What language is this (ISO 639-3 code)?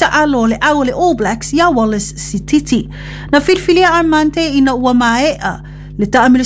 smo